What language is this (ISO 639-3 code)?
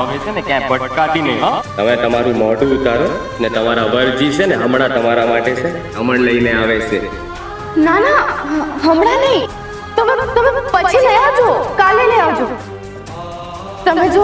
guj